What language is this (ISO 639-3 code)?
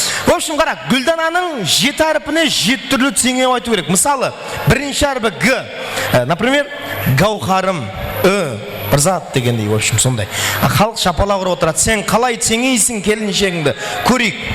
kaa